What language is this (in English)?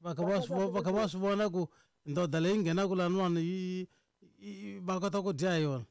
Tsonga